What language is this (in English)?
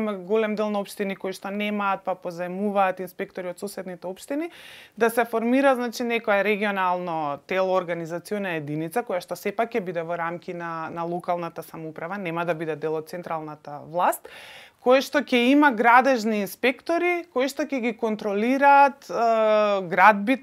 Macedonian